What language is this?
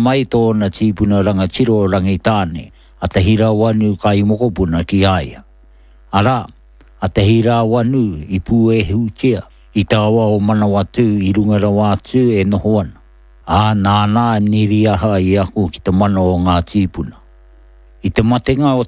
Māori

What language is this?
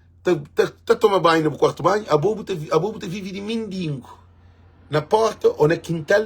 Kabuverdianu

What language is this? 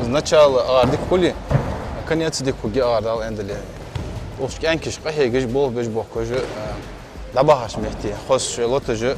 Ingush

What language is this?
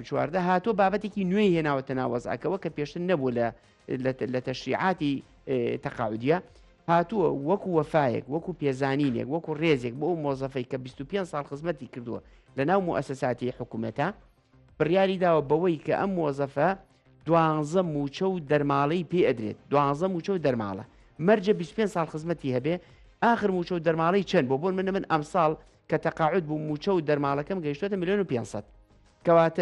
Central Kurdish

